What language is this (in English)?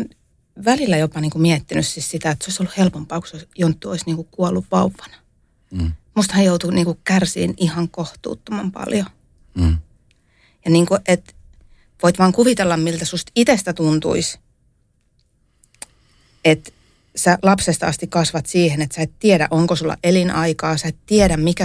Finnish